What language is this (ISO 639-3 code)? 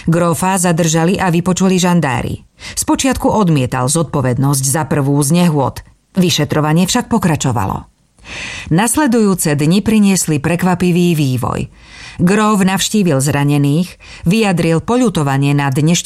slk